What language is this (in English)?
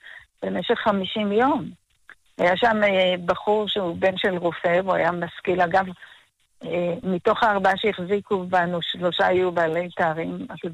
Hebrew